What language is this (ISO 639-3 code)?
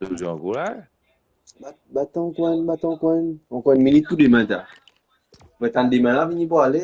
mfe